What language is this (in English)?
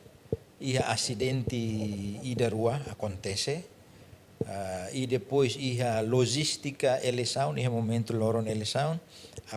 Tetum